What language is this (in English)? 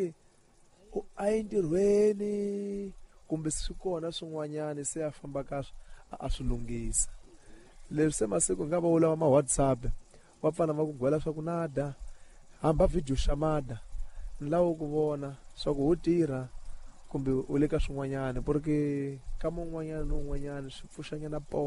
Tsonga